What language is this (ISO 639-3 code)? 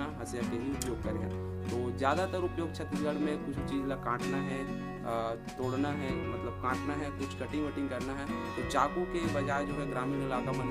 hne